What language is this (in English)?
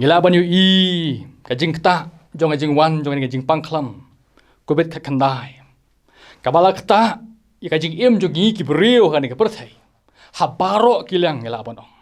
Khasi